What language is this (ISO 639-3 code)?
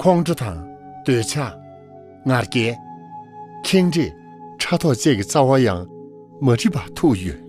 bod